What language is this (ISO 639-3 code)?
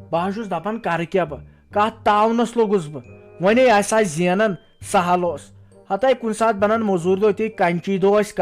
kas